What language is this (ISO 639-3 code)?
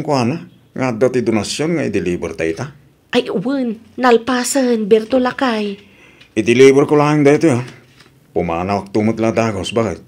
ilo